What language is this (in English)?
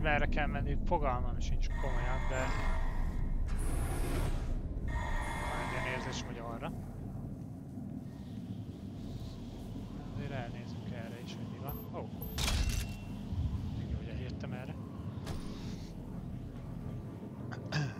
Hungarian